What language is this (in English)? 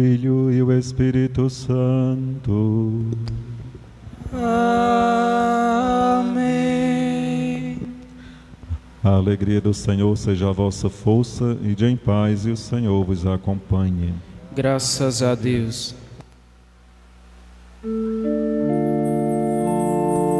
Portuguese